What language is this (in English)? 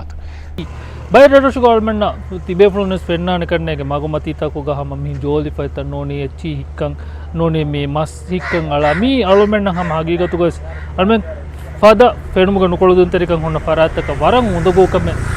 Divehi